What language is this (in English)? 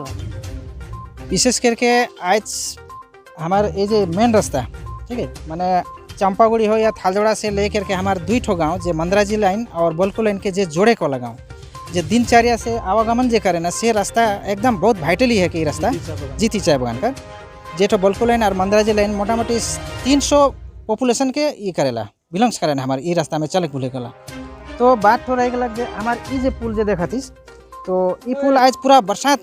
Sadri